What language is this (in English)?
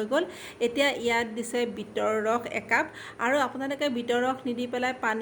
Assamese